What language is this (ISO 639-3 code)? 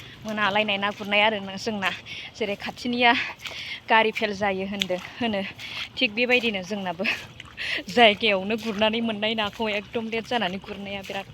brx